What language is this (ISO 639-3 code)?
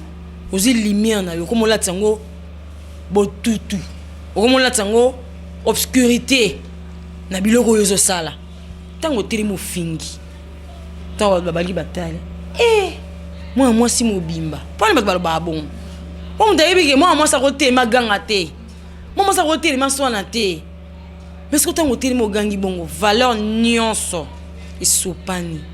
lin